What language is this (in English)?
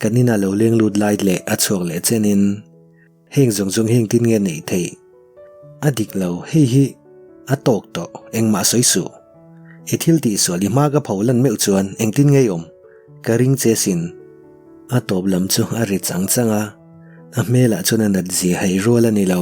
Mizo